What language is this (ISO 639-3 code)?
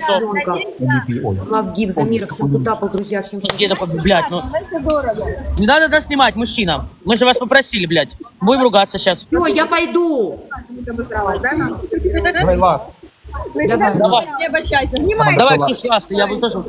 rus